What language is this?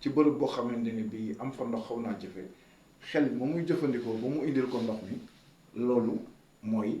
Wolof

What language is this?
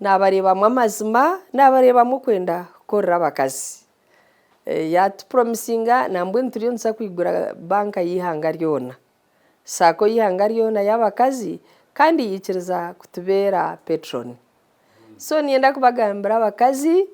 Nyankole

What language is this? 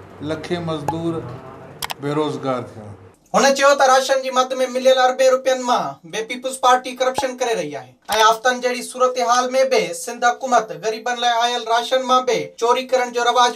Sindhi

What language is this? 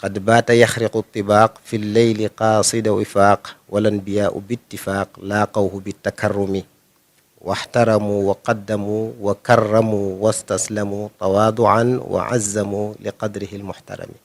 Wolof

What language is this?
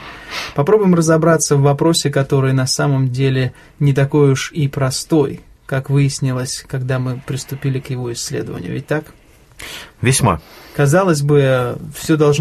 Russian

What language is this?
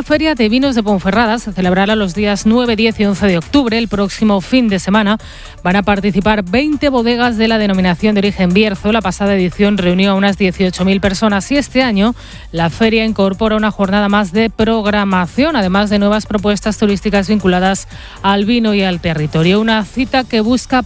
Spanish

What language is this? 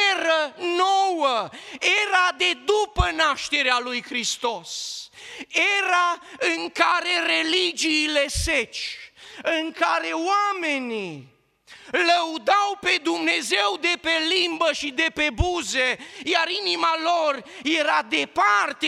Romanian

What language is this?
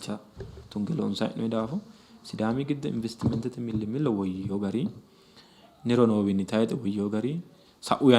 Sidamo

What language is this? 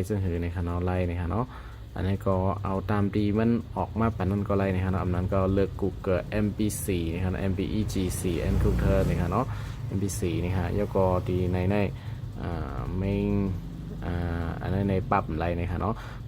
Shan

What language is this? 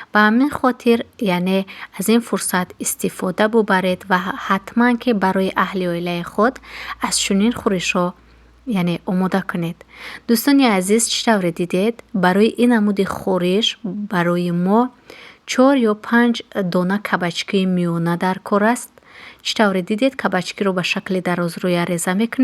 Tajik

